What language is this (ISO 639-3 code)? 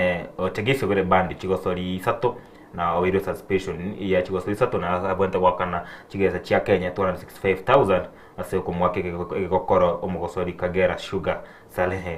guz